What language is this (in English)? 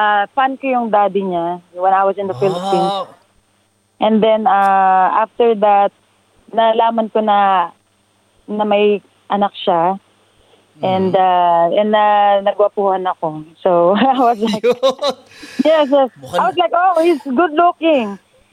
Filipino